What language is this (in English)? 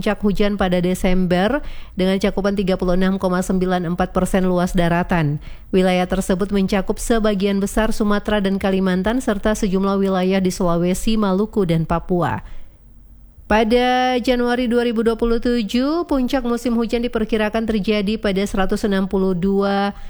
Indonesian